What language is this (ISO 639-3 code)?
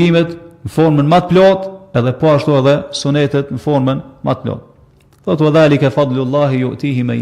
sqi